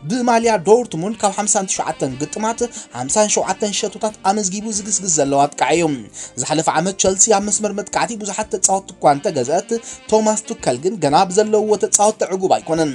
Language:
Tigrinya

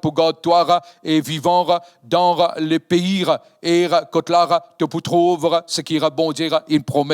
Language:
Morisyen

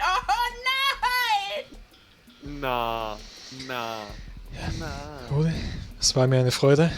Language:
Bavarian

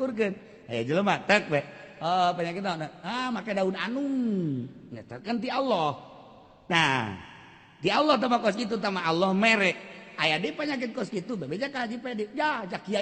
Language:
Sundanese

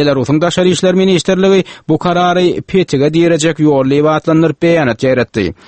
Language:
Turkmen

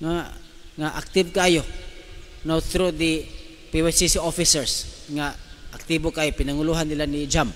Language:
Cebuano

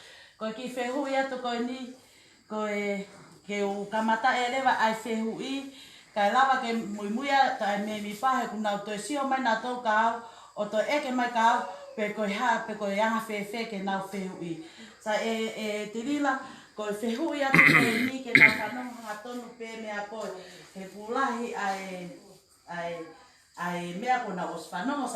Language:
Tongan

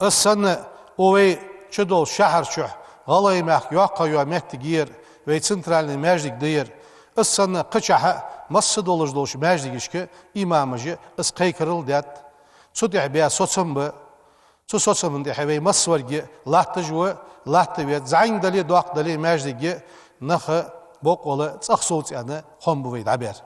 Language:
Ingush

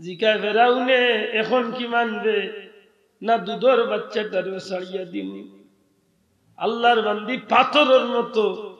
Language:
Sylheti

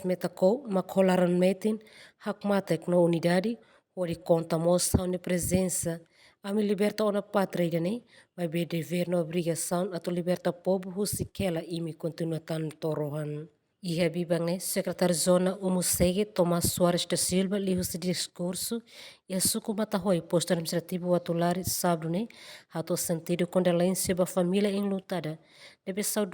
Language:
Tetum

